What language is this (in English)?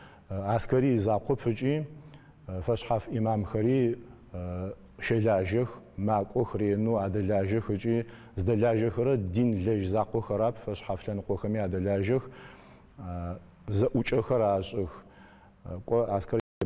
Adyghe